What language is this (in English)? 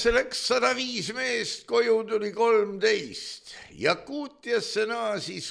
Estonian